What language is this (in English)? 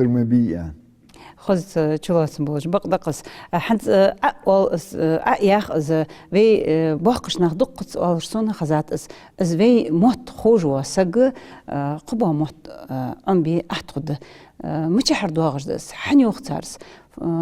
Ingush